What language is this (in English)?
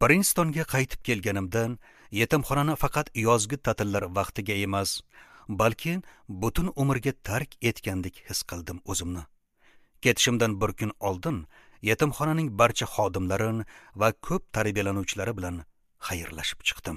Uzbek